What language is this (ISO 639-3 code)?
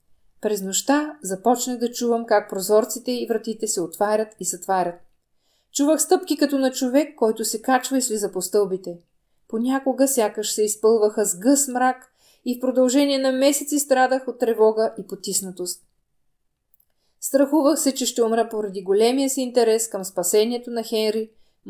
bul